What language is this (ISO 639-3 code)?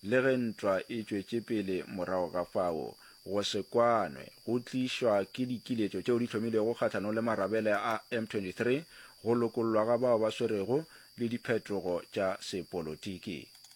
nso